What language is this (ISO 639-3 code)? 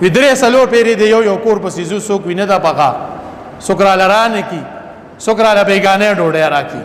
pus